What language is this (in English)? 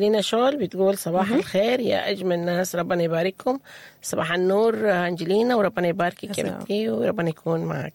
Sudanese Arabic